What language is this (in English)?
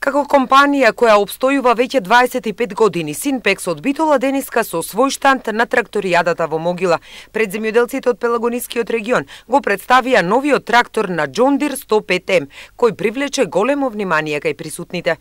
Macedonian